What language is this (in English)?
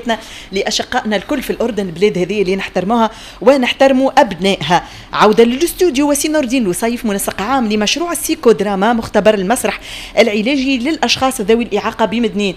Tunisian Arabic